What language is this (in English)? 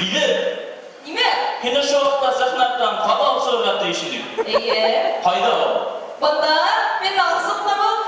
Bashkir